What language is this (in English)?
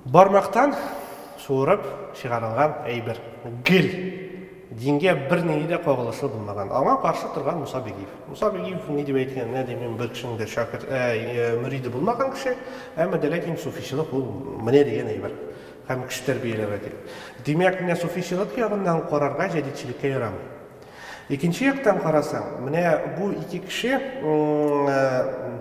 Tatar